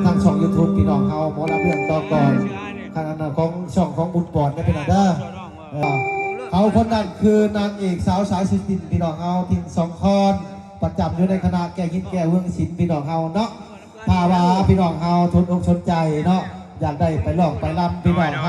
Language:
Northeastern Thai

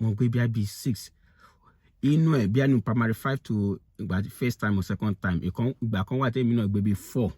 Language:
Yoruba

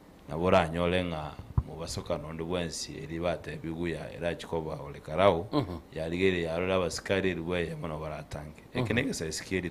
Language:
Gusii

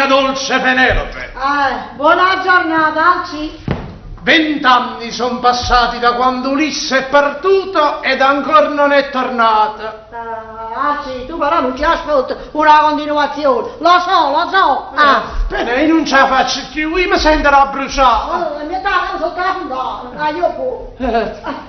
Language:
Neapolitan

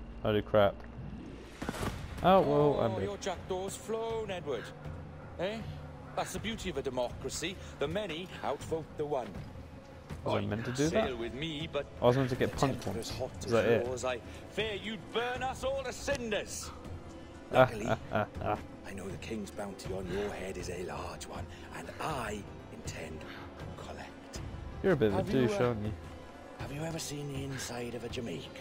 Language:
English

